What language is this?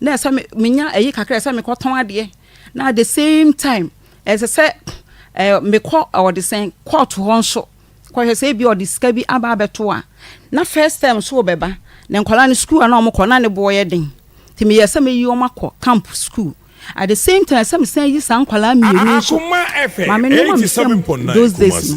Akan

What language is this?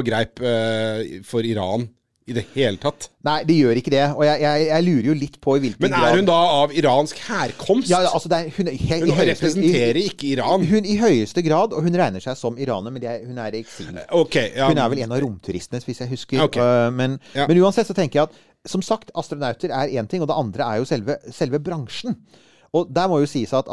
Norwegian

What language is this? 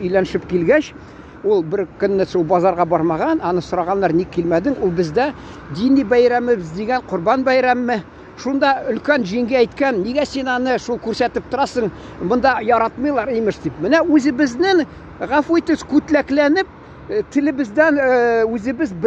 Tatar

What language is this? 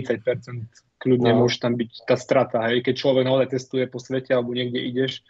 Slovak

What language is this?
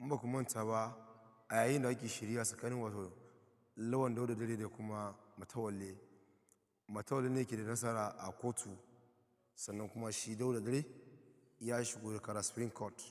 Hausa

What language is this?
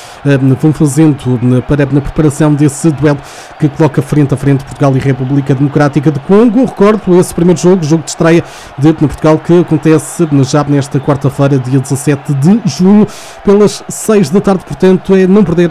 Portuguese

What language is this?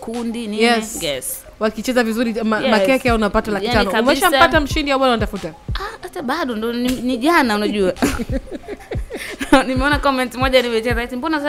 Swahili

